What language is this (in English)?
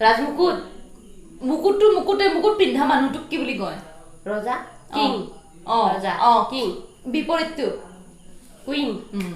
Assamese